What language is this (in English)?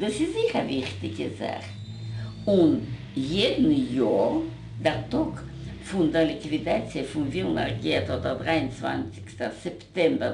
Yiddish